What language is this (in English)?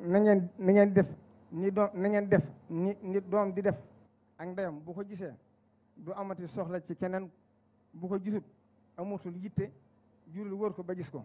Wolof